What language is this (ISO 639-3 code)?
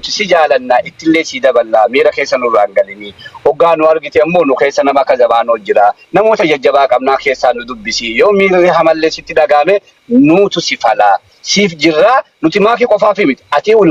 orm